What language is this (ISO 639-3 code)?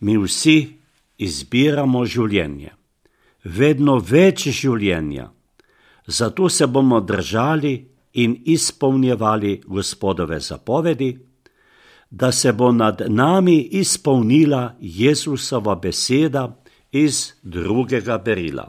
slv